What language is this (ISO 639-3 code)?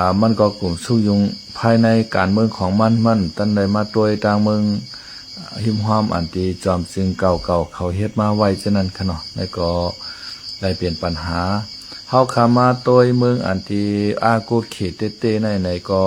shn